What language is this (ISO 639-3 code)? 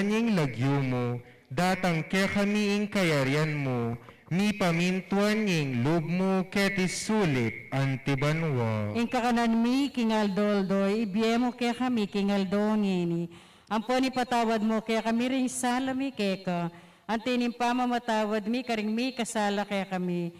pam